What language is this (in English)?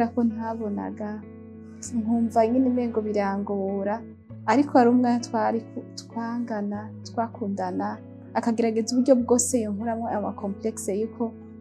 Rundi